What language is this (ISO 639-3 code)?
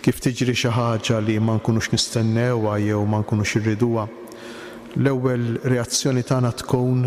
mlt